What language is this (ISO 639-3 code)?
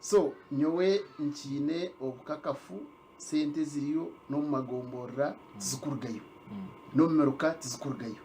nyn